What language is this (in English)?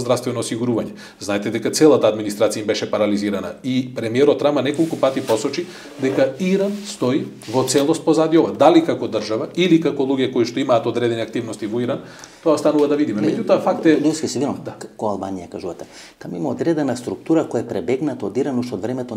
Macedonian